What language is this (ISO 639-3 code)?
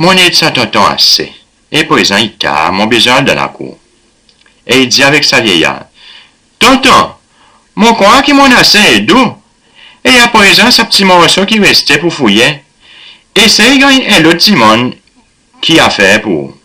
crs